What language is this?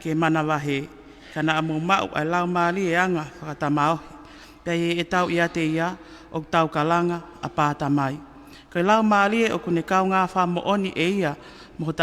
Tongan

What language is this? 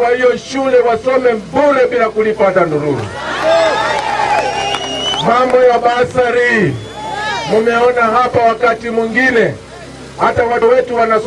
Swahili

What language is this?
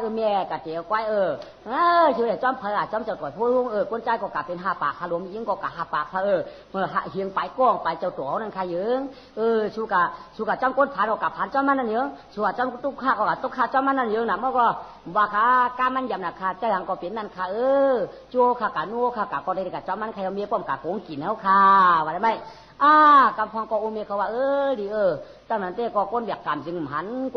Shan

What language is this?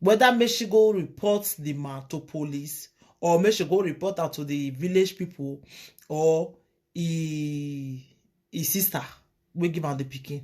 Nigerian Pidgin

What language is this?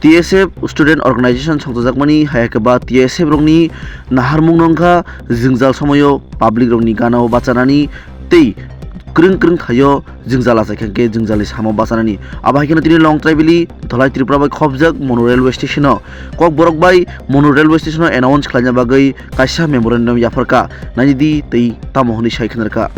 Kok Borok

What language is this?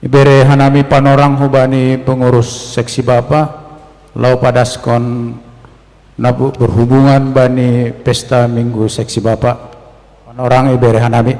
Batak Simalungun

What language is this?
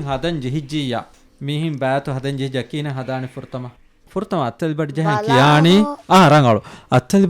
Divehi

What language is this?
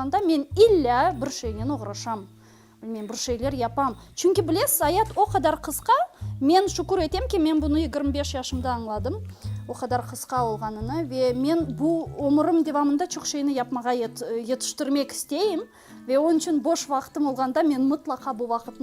Crimean Tatar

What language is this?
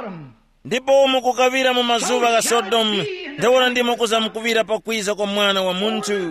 Tumbuka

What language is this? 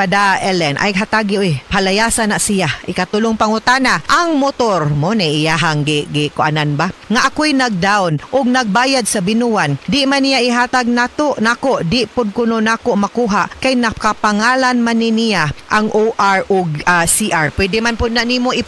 Cebuano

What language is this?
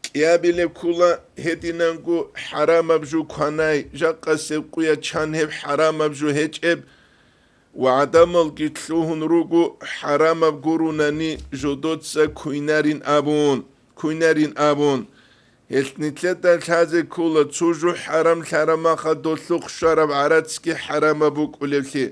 Avaric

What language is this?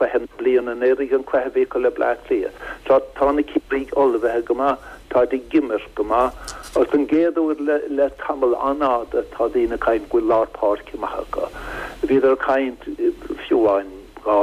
Irish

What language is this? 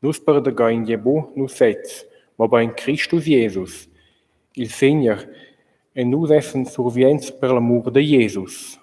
Romansh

